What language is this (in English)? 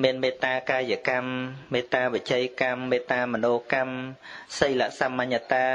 Khmer